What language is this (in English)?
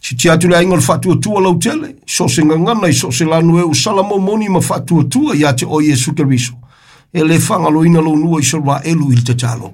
Samoan